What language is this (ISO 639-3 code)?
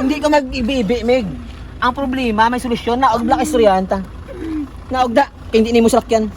hil